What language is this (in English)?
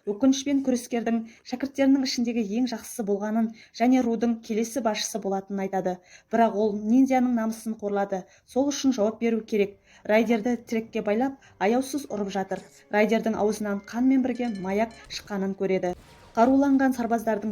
Kazakh